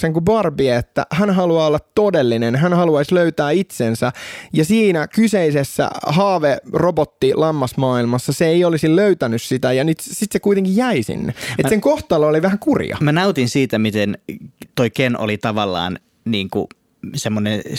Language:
Finnish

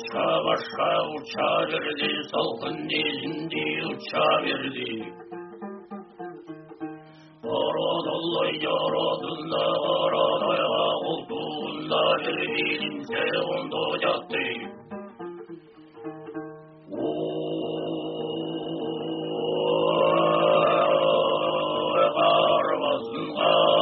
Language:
Kazakh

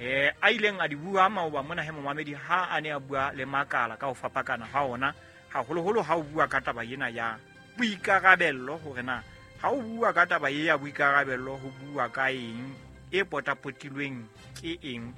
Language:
Southern Sotho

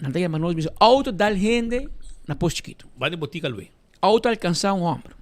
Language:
Papiamento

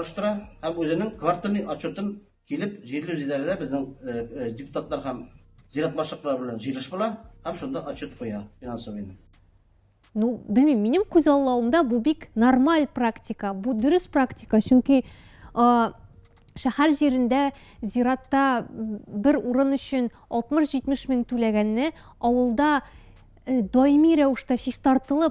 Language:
Tatar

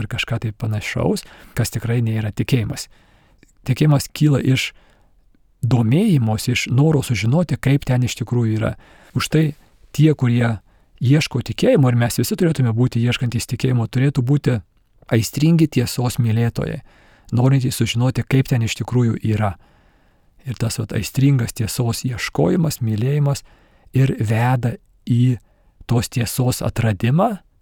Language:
Lithuanian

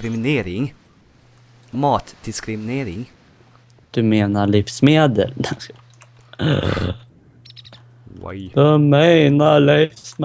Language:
Swedish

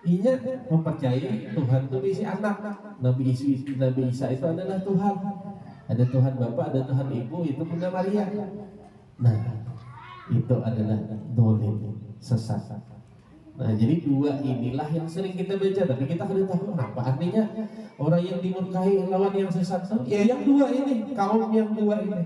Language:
Banjar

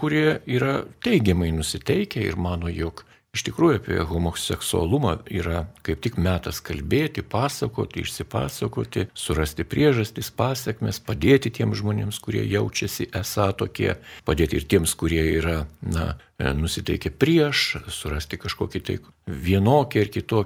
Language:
Lithuanian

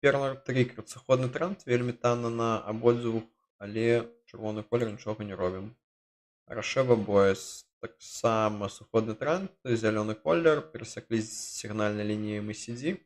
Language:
Belarusian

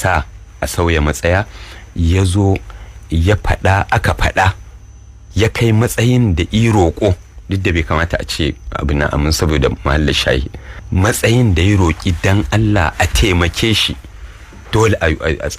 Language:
Hausa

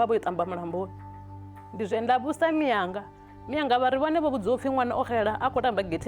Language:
Venda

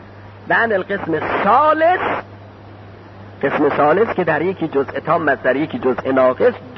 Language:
Persian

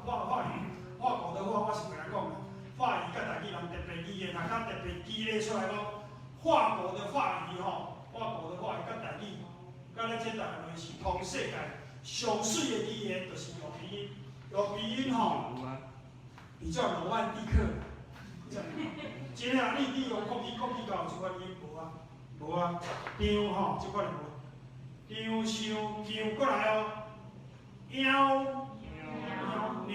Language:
Min Nan Chinese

